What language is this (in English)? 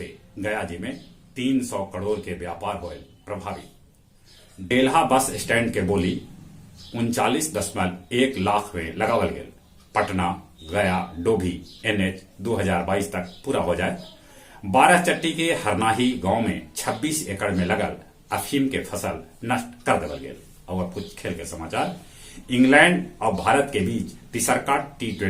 Magahi